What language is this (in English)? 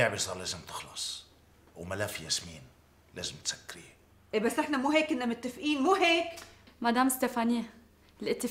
North Levantine Arabic